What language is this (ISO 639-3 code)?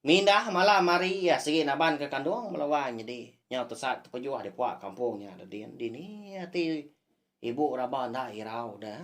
iba